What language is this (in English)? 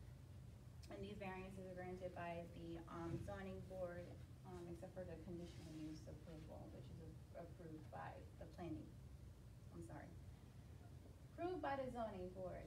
English